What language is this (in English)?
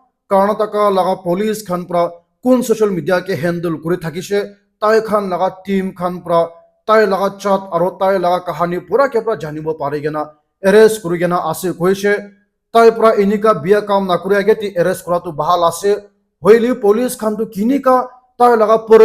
Naga Pidgin